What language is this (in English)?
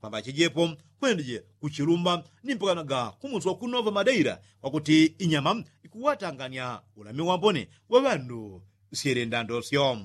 Yao